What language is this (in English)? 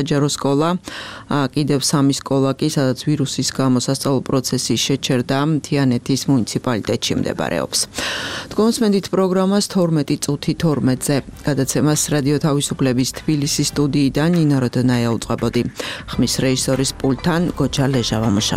Georgian